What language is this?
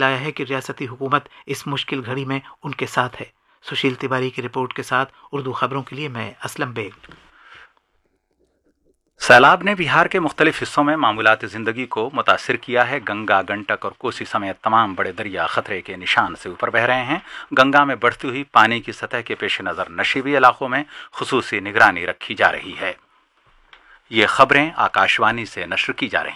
Urdu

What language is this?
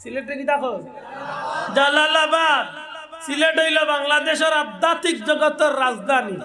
Sylheti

